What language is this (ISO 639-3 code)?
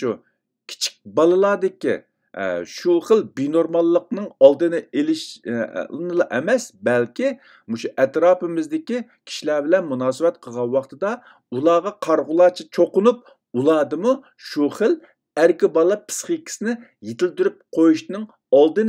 uig